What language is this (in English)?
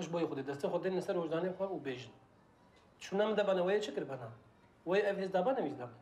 Kurdish